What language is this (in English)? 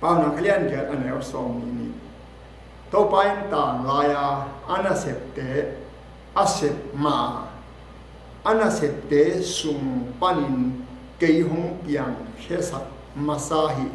Tedim Chin